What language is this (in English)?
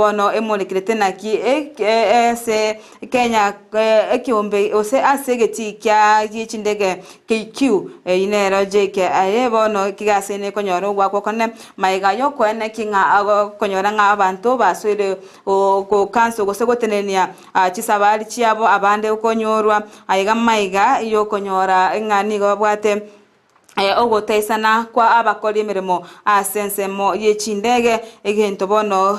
Gusii